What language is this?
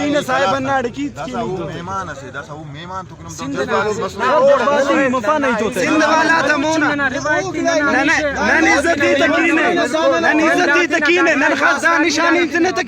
Brahui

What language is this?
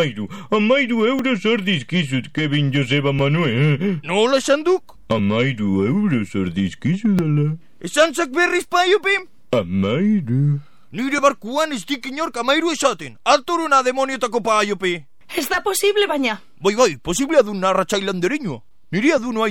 Basque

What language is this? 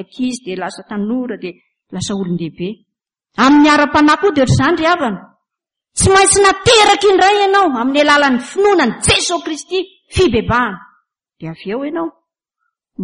Malagasy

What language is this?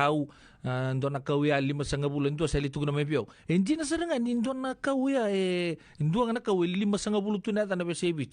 Fijian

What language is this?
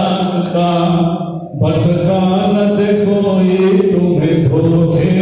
Hindi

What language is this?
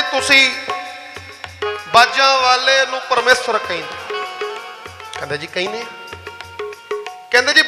Punjabi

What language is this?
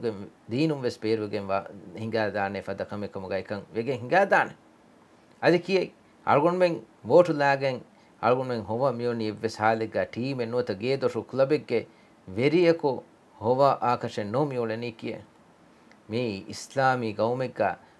Divehi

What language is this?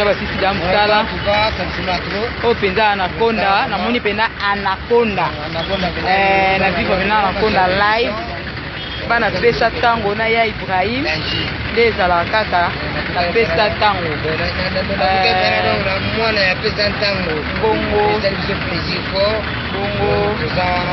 Lingala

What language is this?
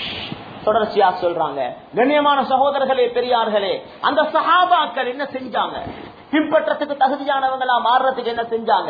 Tamil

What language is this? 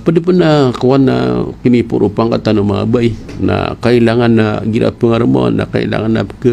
Maranao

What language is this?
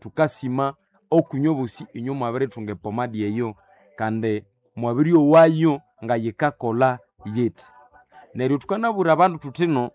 Nande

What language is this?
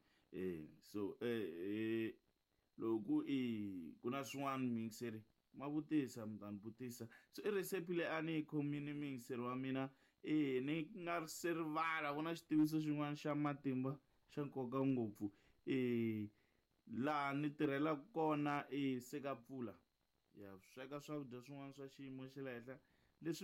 Tsonga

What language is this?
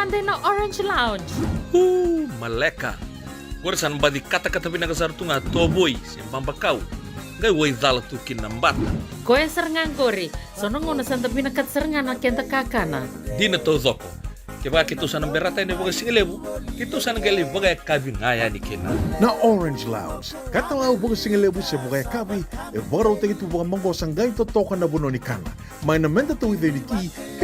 Fijian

